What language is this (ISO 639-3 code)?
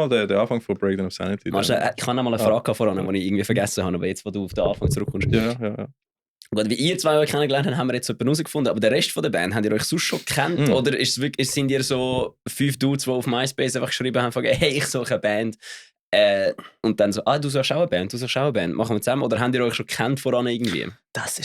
gsw